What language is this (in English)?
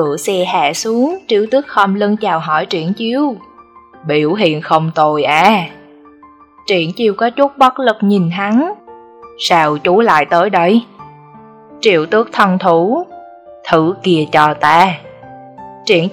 Vietnamese